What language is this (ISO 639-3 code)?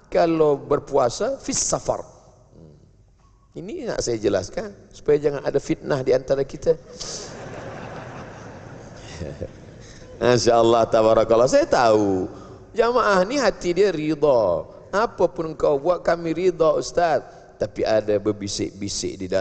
msa